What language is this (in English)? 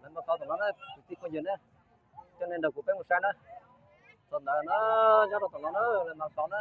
Hmong